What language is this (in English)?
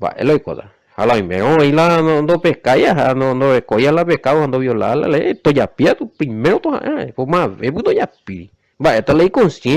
Guarani